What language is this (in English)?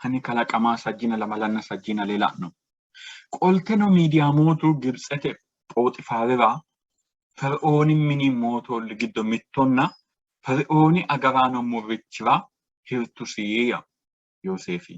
Sidamo